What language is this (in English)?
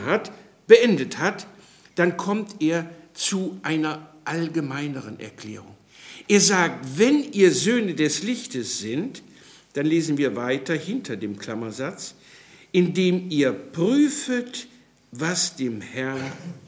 German